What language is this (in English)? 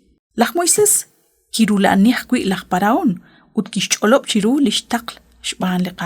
Kekchí